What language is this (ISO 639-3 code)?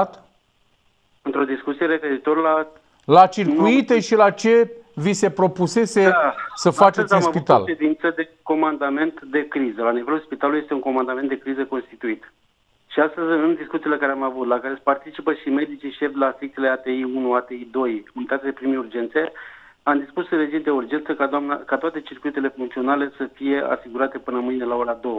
ron